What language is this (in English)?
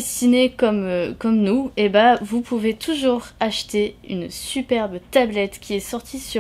French